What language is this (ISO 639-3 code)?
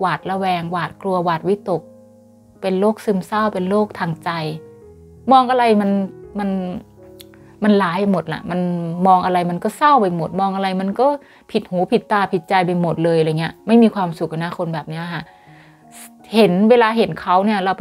tha